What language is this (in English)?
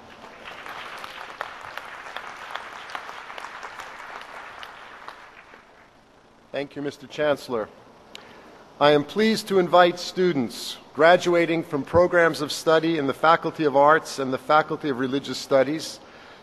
English